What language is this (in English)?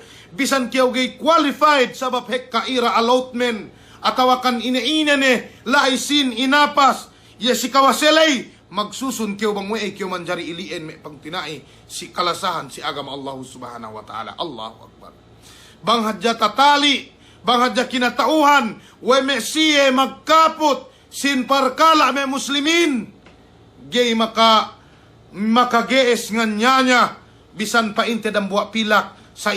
Yakan